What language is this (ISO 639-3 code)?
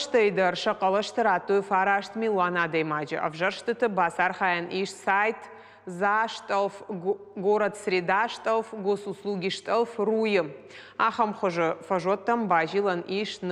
oss